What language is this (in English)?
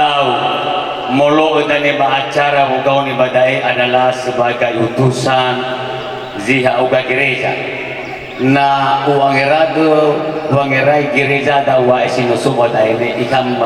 Nias